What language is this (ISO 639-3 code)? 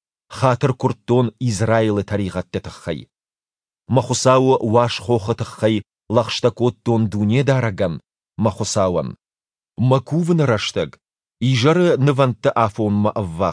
oss